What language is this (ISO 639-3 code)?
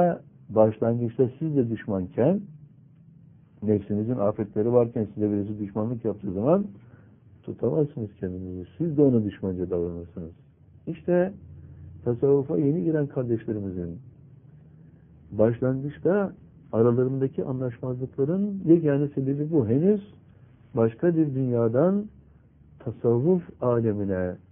tur